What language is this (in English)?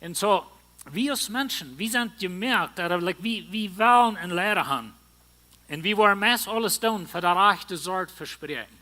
Plautdietsch